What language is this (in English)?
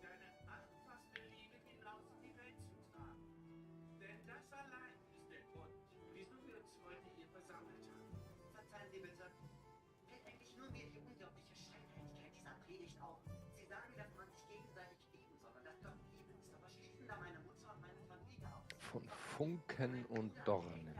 Bavarian